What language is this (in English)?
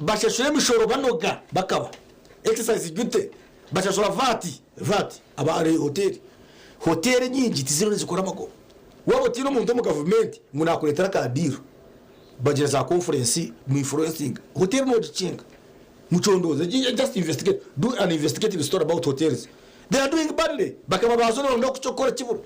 Nyankole